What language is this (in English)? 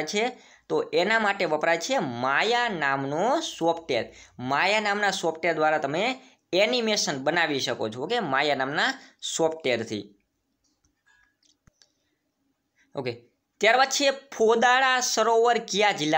Gujarati